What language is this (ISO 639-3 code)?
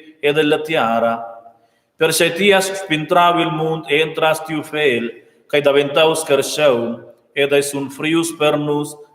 roh